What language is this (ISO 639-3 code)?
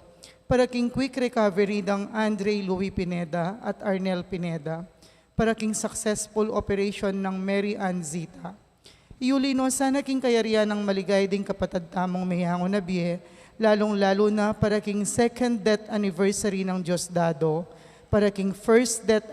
pam